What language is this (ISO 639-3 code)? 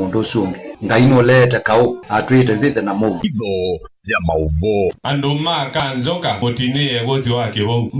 kam